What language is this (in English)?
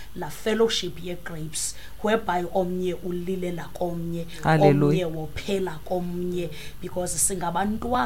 Xhosa